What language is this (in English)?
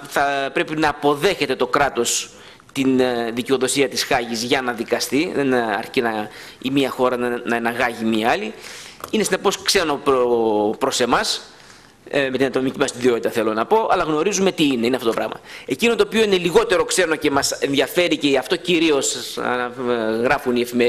Greek